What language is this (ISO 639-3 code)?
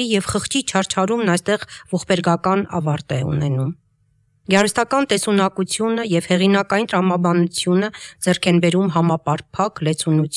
hye